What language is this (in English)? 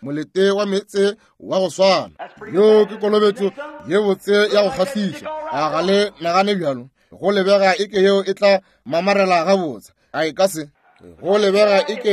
Northern Sotho